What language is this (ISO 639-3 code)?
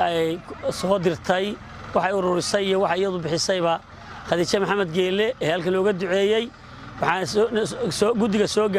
som